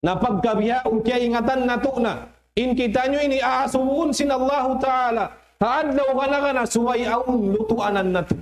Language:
Tausug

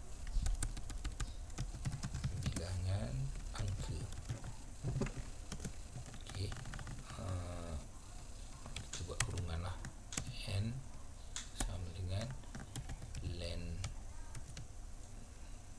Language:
Malay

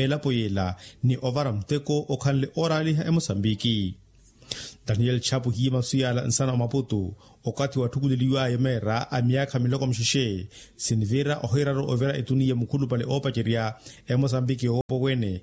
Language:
Makhuwa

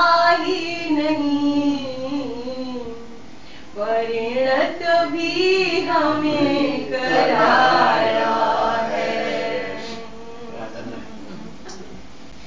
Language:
Gujarati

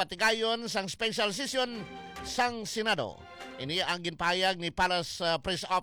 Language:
Hiligaynon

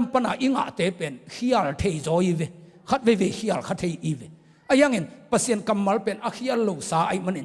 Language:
Tedim Chin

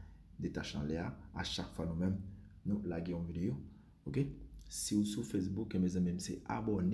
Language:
Haitian Creole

